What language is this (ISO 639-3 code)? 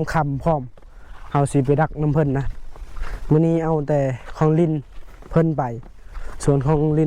lao